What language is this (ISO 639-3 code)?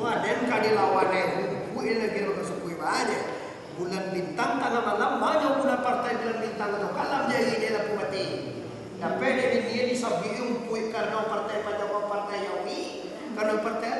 min